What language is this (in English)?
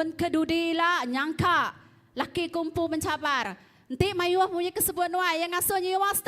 Iban